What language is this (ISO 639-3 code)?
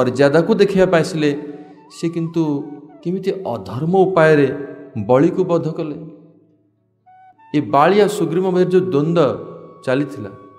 ori